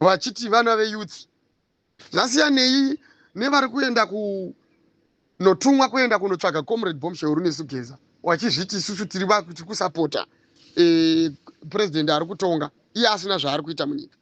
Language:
Shona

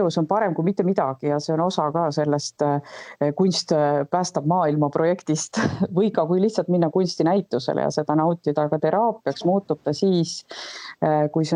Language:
Estonian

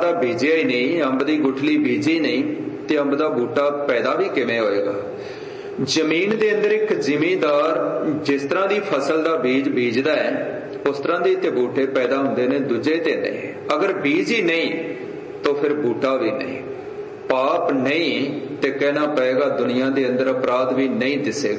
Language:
Punjabi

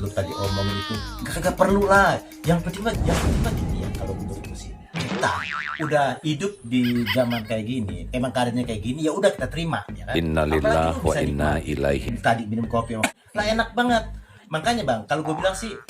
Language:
Betawi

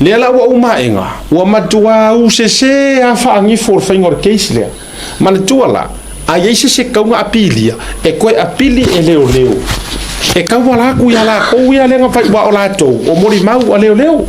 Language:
Samoan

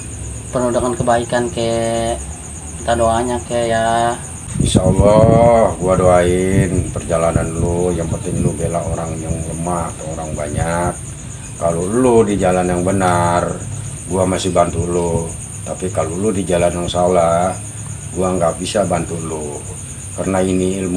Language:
Betawi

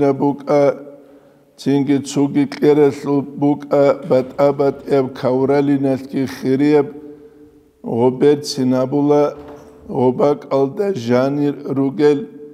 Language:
Avaric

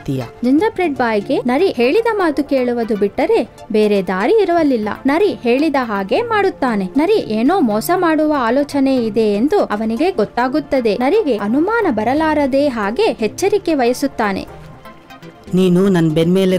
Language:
Kannada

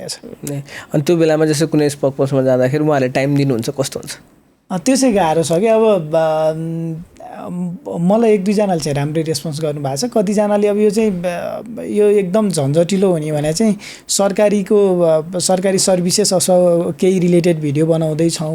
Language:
Nepali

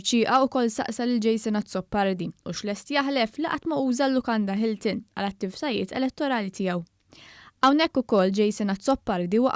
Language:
Maltese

